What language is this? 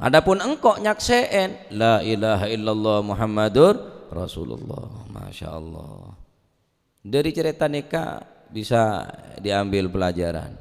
Madurese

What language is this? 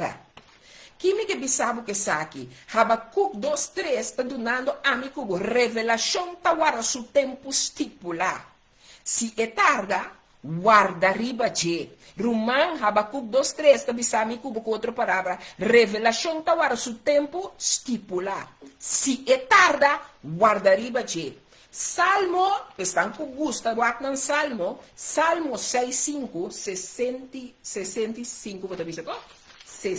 Papiamento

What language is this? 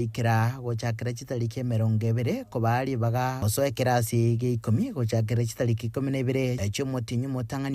Gusii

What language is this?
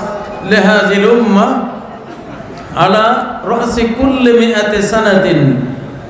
Bangla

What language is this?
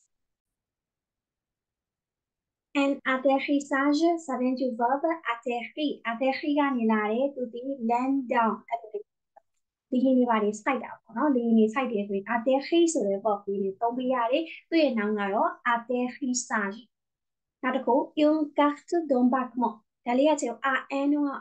Burmese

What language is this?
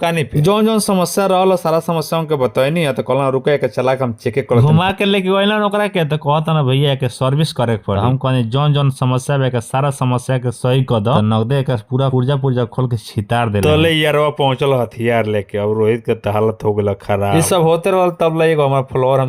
Bhojpuri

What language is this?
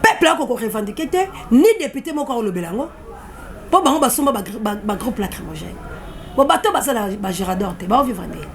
Lingala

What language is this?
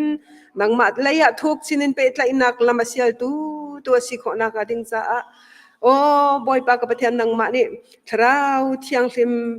Hakha Chin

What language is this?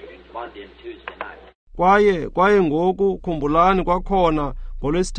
Xhosa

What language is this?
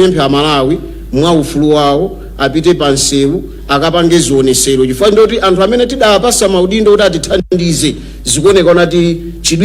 Nyanja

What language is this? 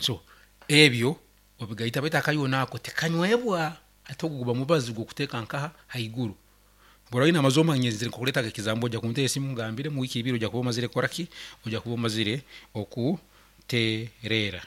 Nyankole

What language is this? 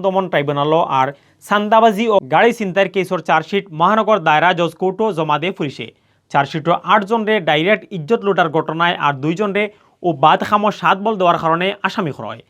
Sylheti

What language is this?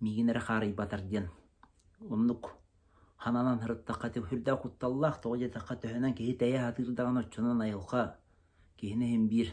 Yakut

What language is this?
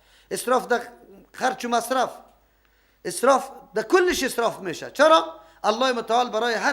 Persian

